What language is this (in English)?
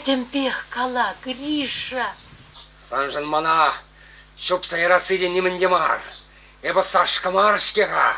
Chuvash